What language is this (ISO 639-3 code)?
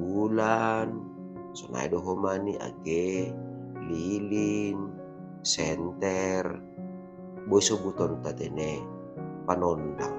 bts